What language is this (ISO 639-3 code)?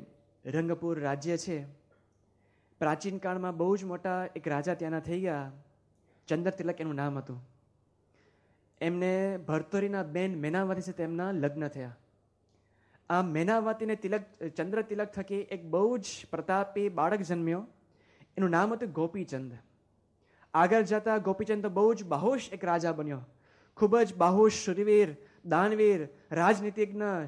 guj